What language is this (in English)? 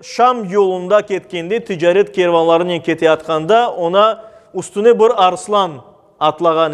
Crimean Tatar